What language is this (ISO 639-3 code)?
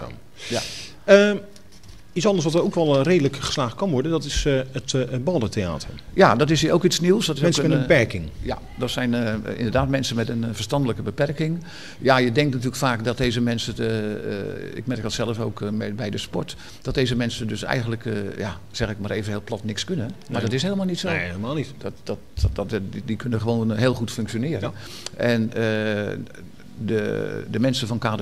nld